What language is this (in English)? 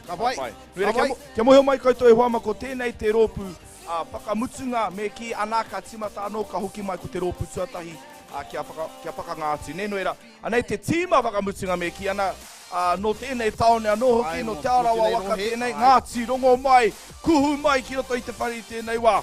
Māori